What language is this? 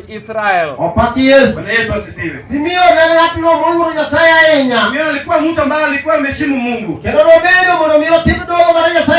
Luo (Kenya and Tanzania)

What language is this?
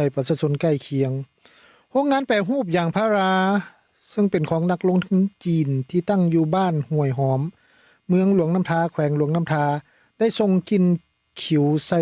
Lao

